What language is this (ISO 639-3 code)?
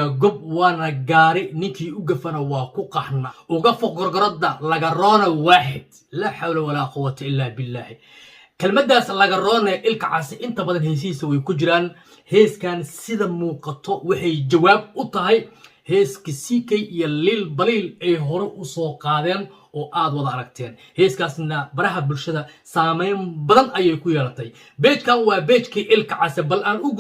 som